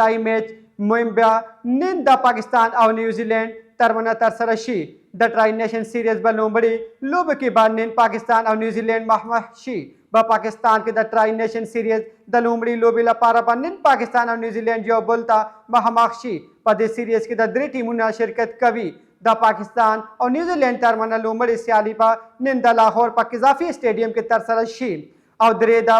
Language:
Pashto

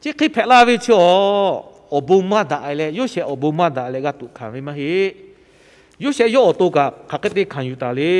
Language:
Lahu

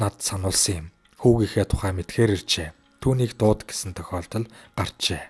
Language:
Mongolian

